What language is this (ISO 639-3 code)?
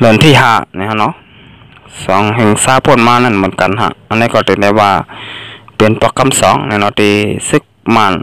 shn